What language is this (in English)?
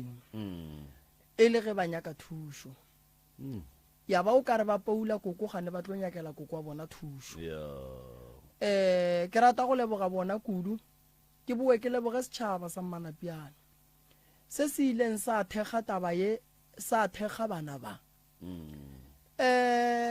Northern Sotho